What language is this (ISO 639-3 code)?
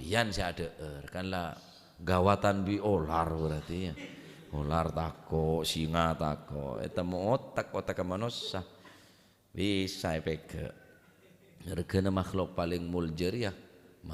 mad